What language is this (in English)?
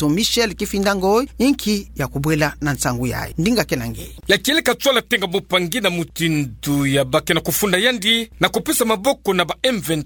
Kituba (Democratic Republic of Congo)